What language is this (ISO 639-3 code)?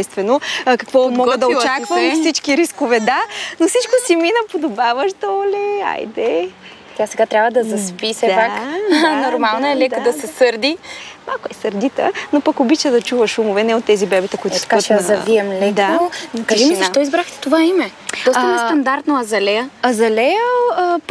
bul